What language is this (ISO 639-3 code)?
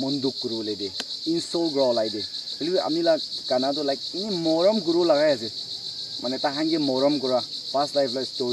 nag